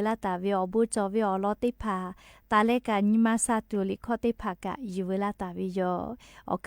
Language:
Lahu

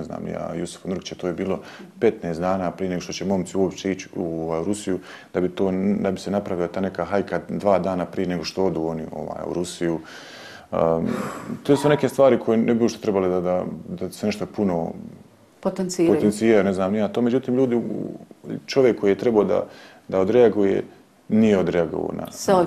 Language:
Bosnian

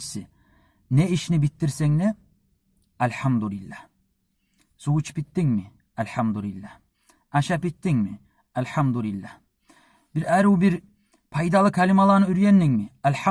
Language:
Kumyk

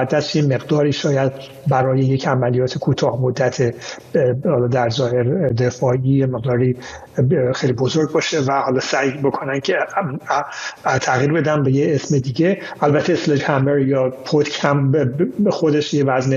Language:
Persian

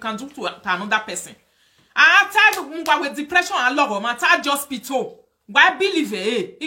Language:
Nigerian Pidgin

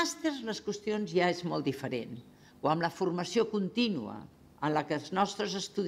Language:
Catalan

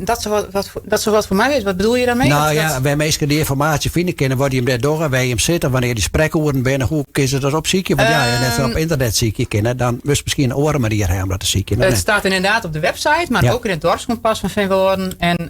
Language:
Western Frisian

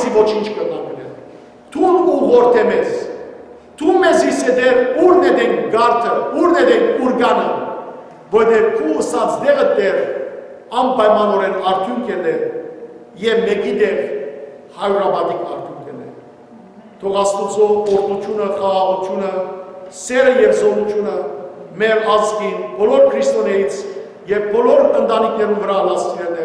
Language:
Western Armenian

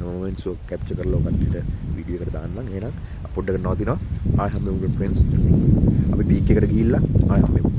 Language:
Sinhala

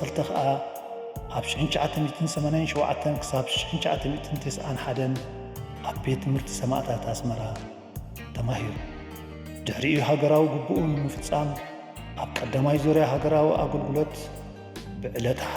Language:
Tigrinya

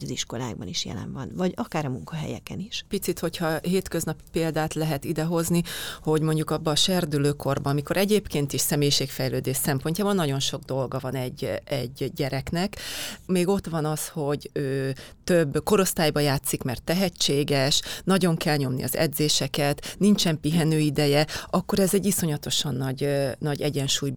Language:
Hungarian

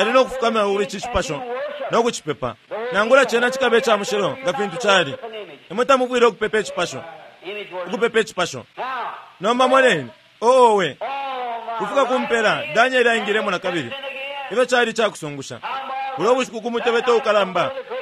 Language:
Bemba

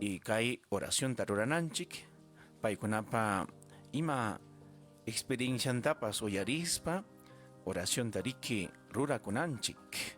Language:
Ayacucho Quechua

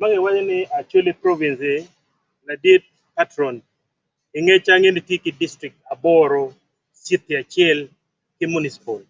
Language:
Acoli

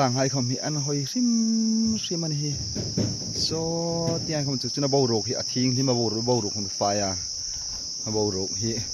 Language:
Hmar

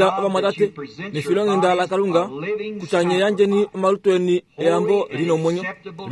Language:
Kuanyama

